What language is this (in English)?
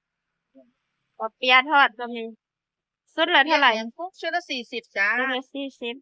Northeastern Thai